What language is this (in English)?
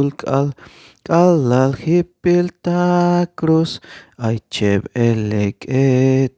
Tzeltal